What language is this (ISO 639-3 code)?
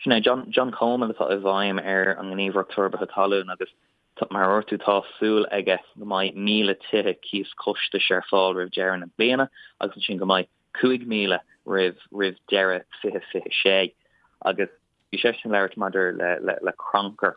gle